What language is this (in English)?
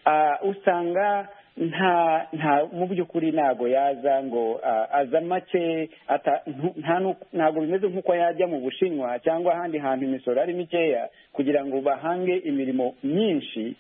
Kinyarwanda